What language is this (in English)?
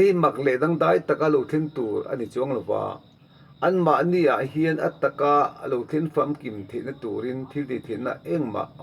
Mizo